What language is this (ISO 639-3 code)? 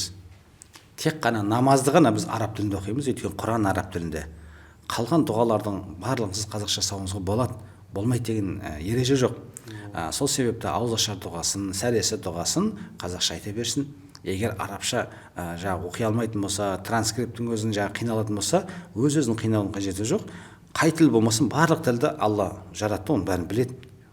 kaz